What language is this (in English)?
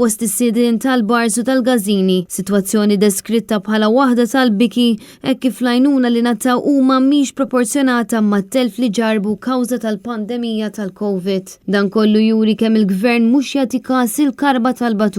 Maltese